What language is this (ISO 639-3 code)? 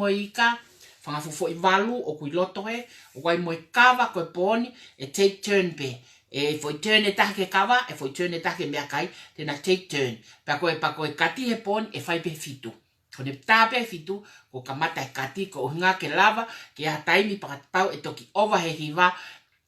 ton